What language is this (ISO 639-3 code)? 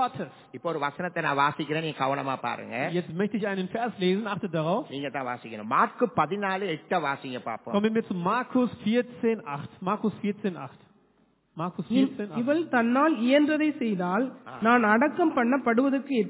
tam